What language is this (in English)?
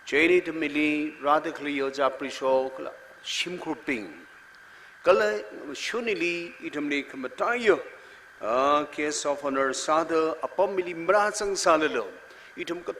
Tangkhul Naga (India)